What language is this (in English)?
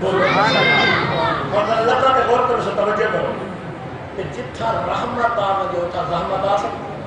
Saraiki